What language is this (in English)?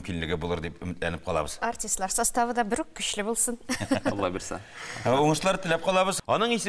Tatar